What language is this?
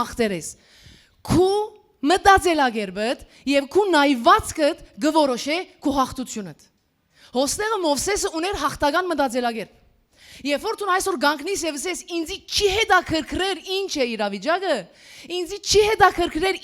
Western Armenian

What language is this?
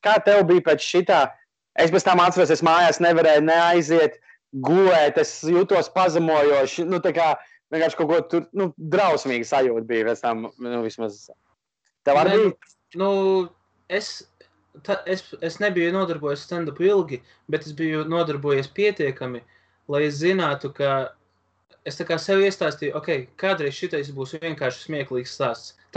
Latvian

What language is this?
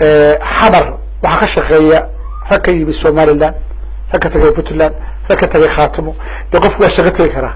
Somali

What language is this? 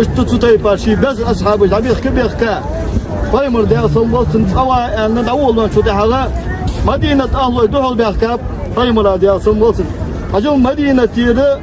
Ingush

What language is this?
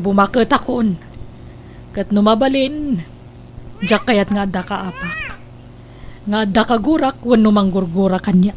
Iloko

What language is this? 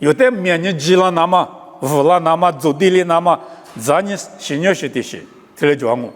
Lisu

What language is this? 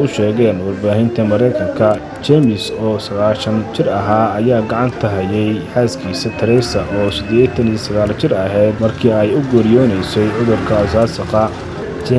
Somali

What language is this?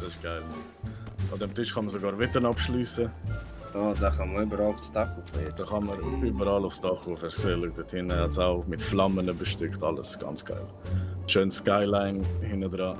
Swiss German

